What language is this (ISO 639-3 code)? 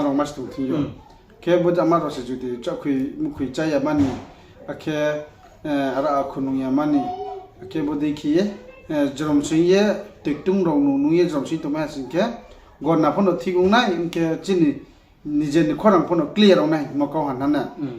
ria